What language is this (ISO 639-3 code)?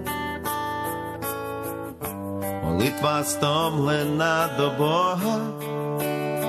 ukr